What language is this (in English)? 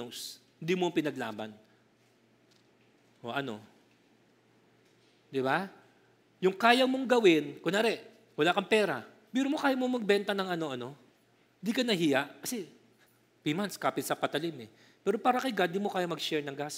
Filipino